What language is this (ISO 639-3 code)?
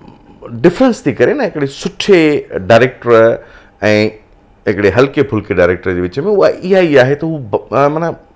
snd